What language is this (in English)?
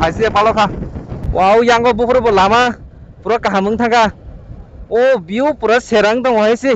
Kok Borok